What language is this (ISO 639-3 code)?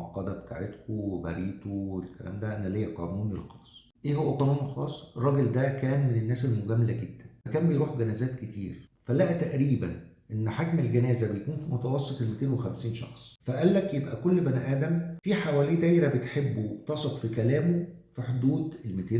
arz